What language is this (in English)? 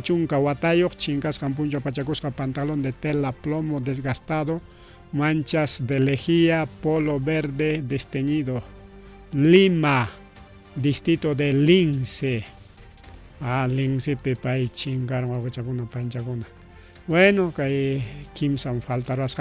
Ayacucho Quechua